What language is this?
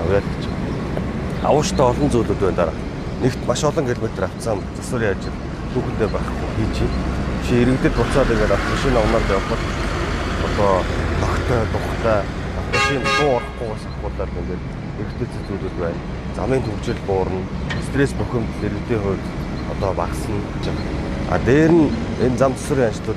Mongolian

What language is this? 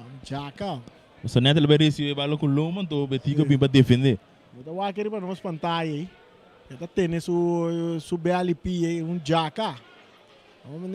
Papiamento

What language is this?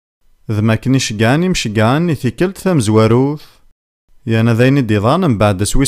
Kabyle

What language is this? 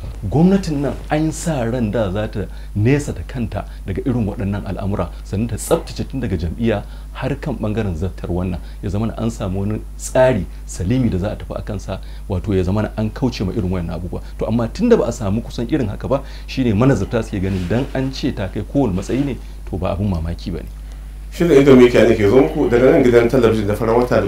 Hausa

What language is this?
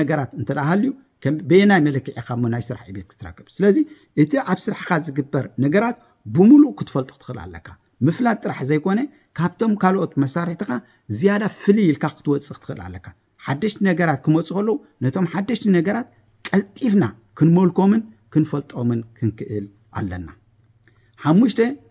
Tigrinya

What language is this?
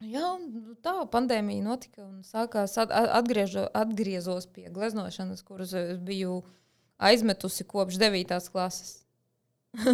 Latvian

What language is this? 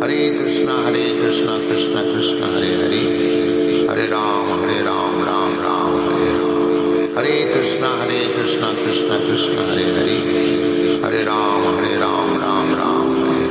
Hindi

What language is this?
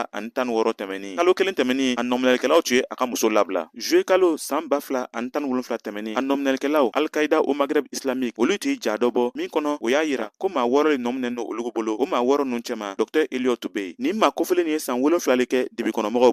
Bambara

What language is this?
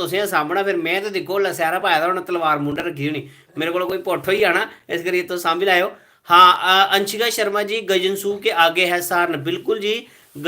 Dogri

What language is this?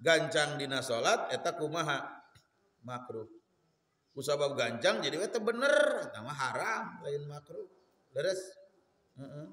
Sundanese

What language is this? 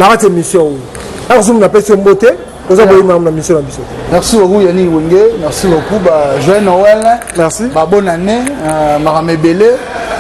Lingala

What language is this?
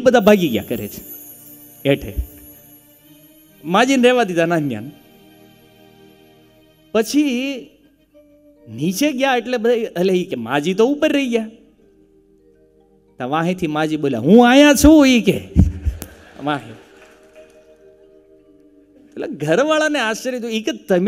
Gujarati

